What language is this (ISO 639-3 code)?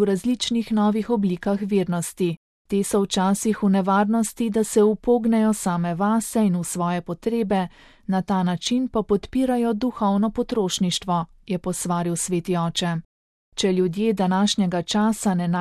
slv